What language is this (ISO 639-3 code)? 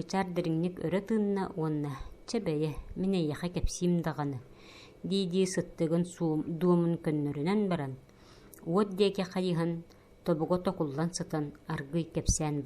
sah